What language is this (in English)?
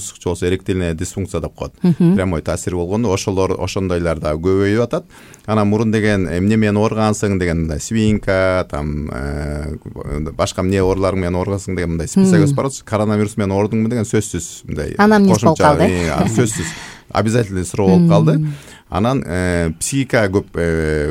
Kyrgyz